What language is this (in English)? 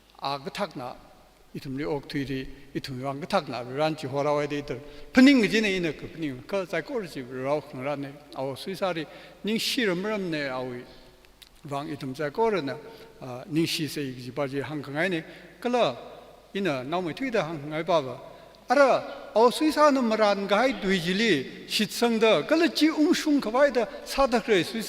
Tangkhul Naga (India)